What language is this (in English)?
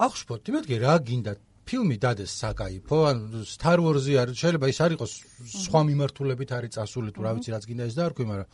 Georgian